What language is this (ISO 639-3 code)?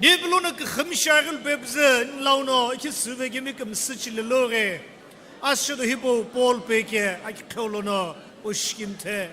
nsm